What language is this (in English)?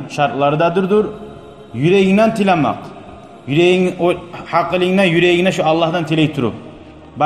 Kumyk